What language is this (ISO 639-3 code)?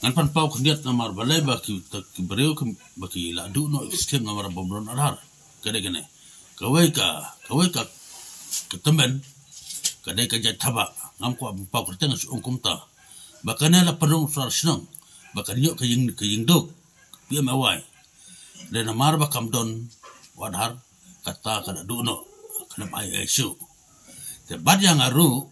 kha